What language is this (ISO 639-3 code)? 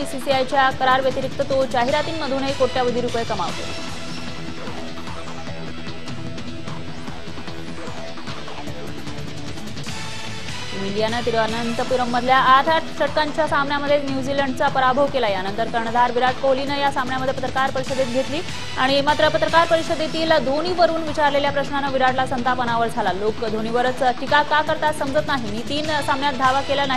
mar